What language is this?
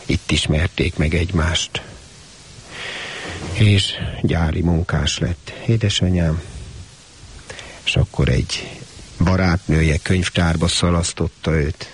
Hungarian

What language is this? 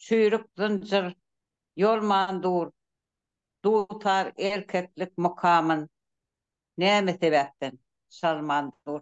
Turkmen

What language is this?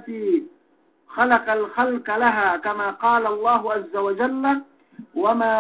Yakan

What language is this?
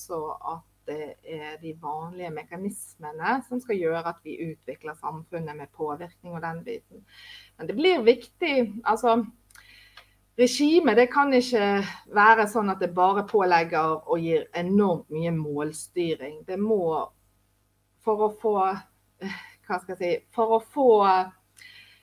Norwegian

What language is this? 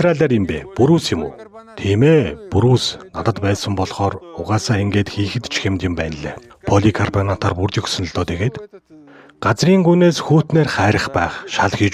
Mongolian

